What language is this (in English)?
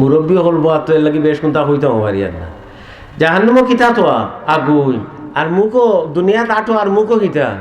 Sylheti